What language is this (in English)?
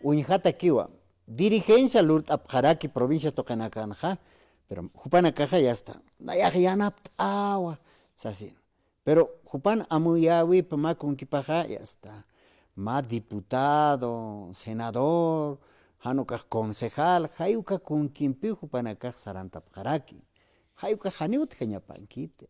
Aymara